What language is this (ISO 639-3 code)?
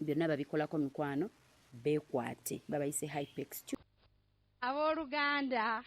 lug